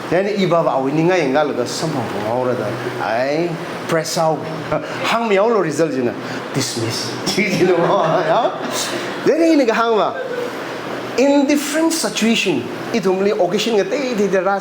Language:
Tangkhul Naga (India)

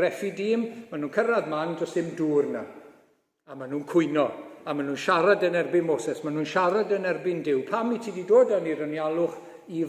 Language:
Welsh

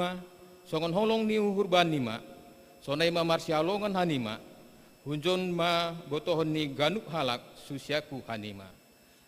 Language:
Batak Simalungun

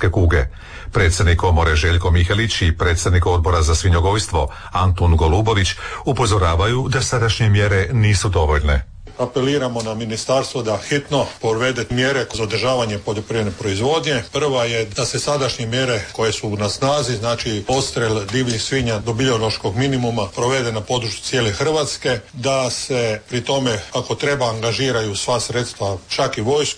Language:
Croatian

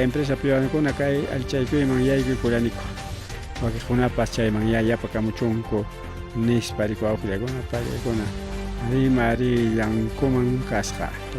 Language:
Ayacucho Quechua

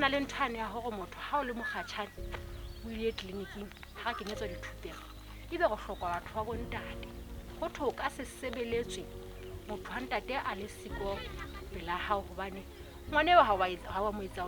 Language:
Southern Sotho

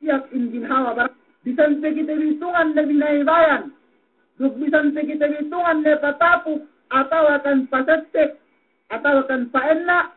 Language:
Yakan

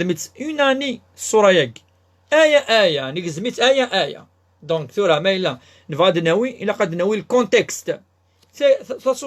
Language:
Kabyle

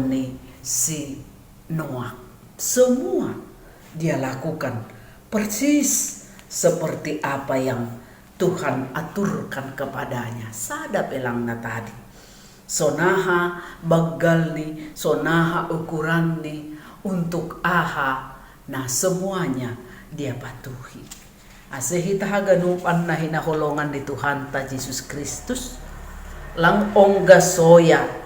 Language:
Batak Simalungun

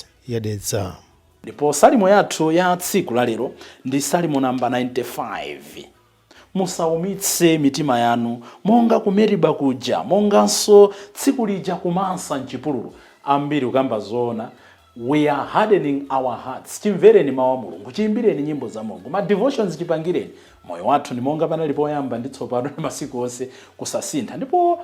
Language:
Nyanja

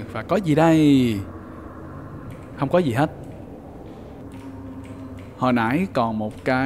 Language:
Vietnamese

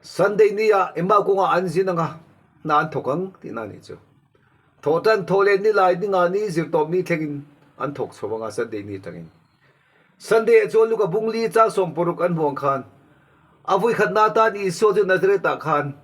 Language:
Mizo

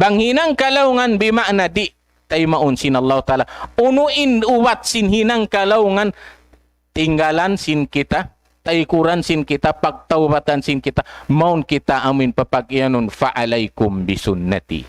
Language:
Tausug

